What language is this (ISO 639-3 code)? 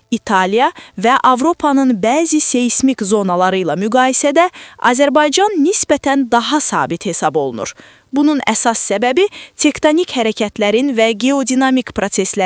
aze